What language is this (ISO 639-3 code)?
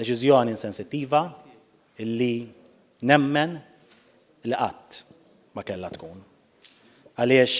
mlt